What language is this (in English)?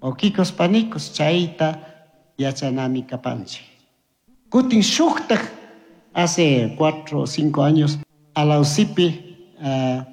Chimborazo Highland Quichua